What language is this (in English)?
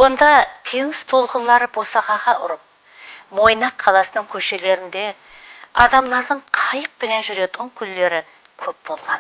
Kara-Kalpak